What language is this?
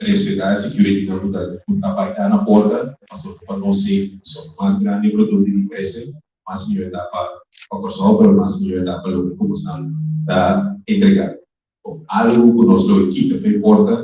Papiamento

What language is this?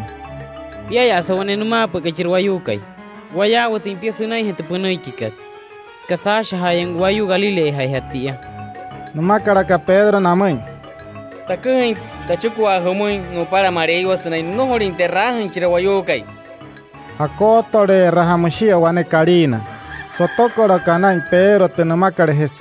Wayuu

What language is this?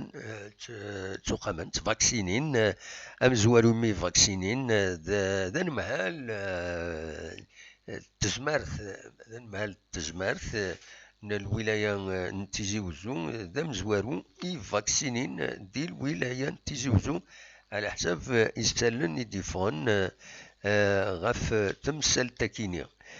Kabyle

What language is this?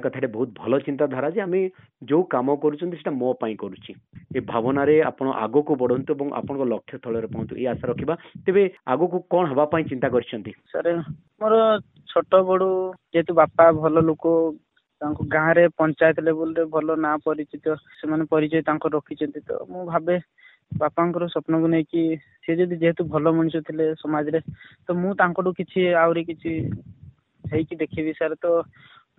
Odia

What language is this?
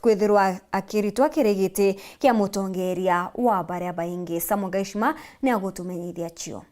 Meru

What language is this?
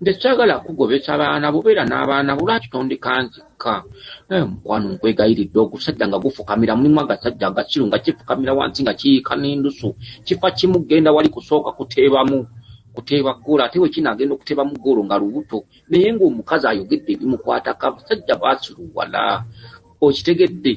Ganda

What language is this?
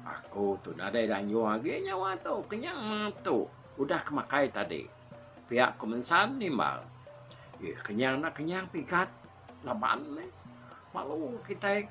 Iban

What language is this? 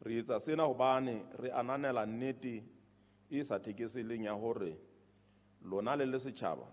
Southern Sotho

